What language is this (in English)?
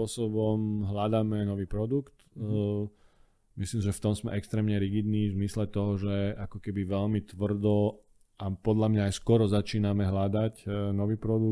Slovak